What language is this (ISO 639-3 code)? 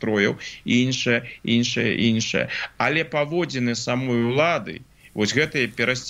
bel